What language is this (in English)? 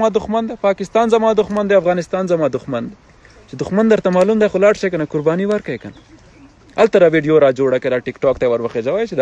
Pashto